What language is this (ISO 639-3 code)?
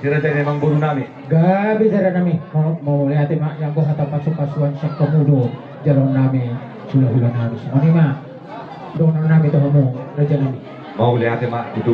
bbc